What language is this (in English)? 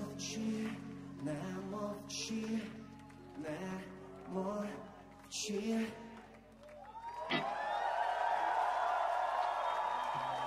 Ukrainian